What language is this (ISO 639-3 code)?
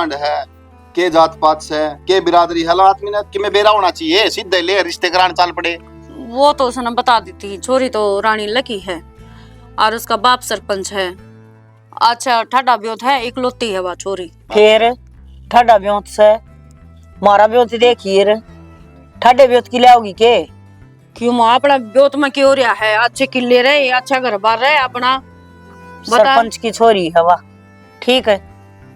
bgc